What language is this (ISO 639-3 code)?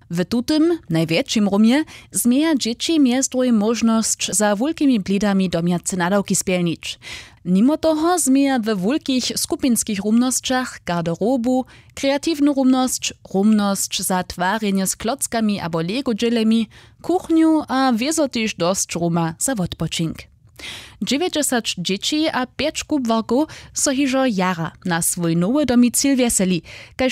hsb